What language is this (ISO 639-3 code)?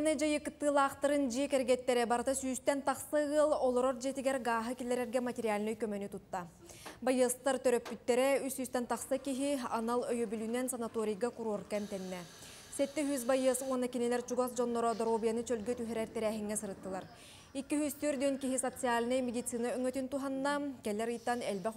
sah